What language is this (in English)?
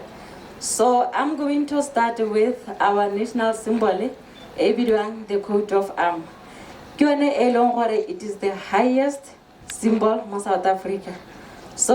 Tswana